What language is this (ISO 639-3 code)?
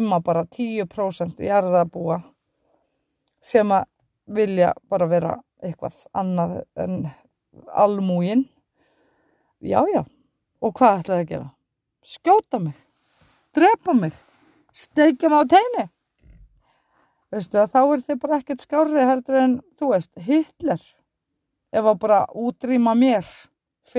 isl